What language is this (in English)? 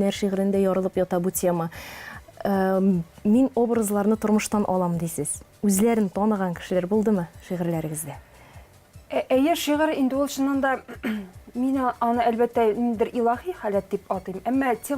Tatar